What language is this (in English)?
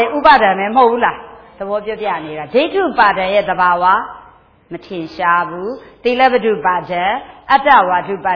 Burmese